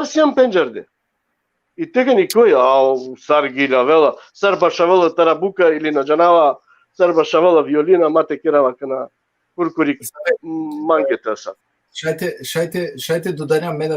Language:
Balkan Romani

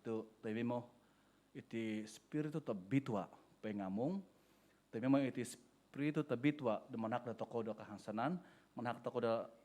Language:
Central Dusun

